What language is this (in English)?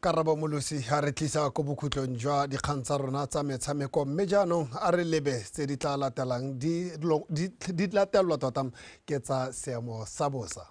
Tswana